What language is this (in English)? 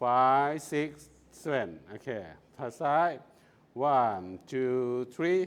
Nigerian Pidgin